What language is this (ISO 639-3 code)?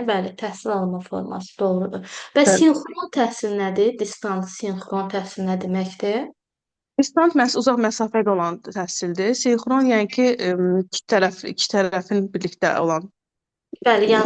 aze